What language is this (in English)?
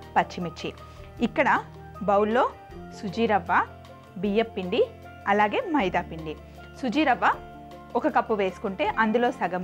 Telugu